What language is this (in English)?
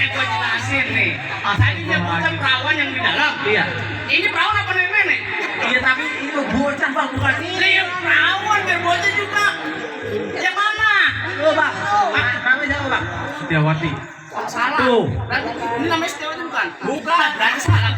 Betawi